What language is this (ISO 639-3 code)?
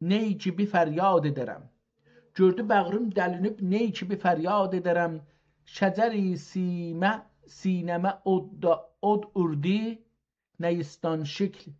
azb